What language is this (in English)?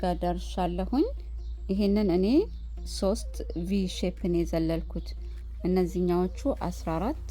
Amharic